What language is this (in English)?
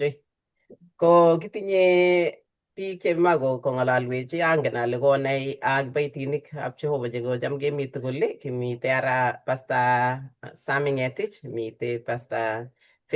Kalenjin